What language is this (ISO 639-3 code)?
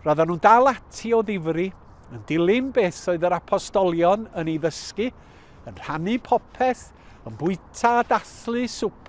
cym